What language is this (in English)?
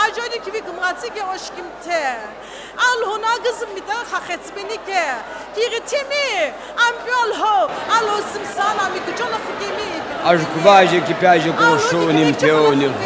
Sumi Naga